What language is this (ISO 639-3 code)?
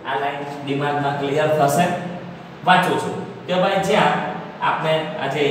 guj